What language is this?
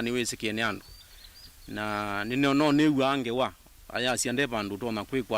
Kamba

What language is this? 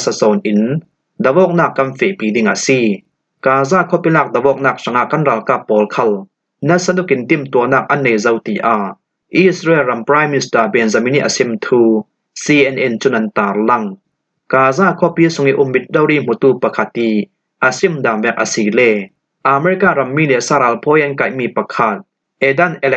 Falam Chin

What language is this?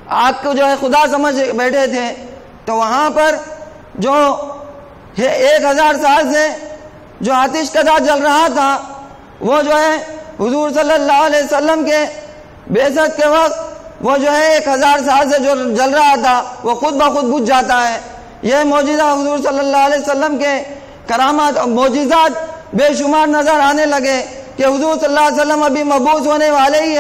Urdu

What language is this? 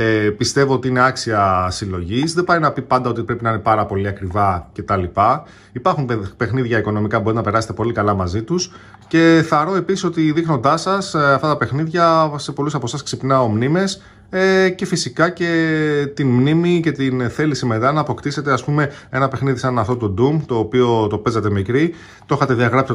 Greek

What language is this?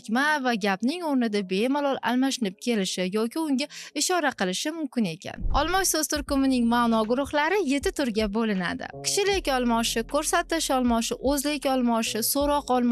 Uzbek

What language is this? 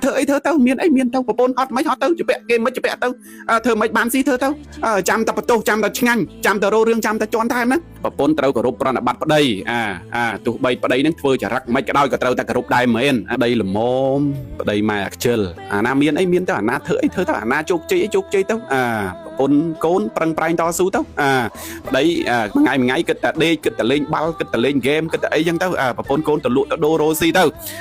Khmer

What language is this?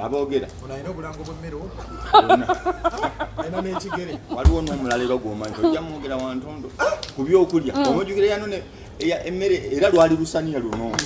Ganda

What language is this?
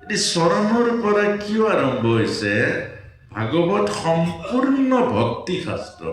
Assamese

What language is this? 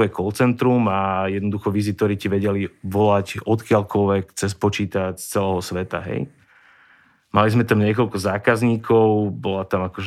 Slovak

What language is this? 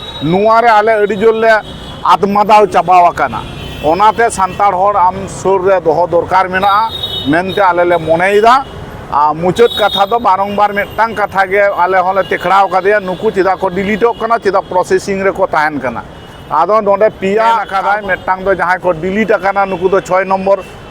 Santali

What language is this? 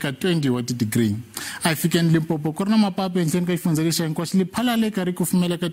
Tsonga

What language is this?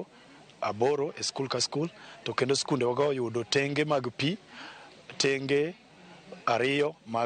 Luo (Kenya and Tanzania)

